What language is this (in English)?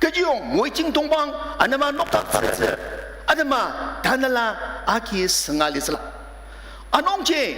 Ao Naga